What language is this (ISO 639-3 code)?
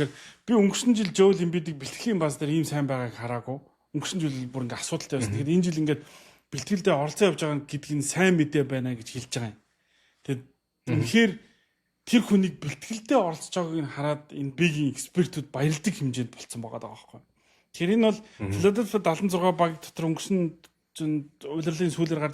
mon